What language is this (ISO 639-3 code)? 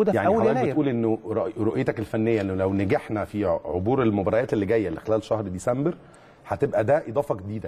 arz